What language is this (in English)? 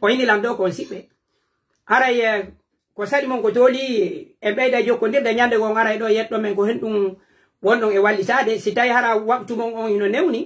Pular